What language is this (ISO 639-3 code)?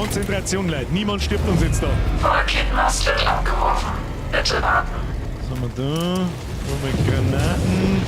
bar